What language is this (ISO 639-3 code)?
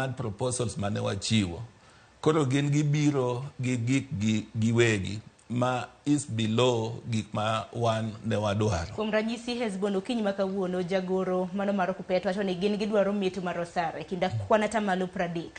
luo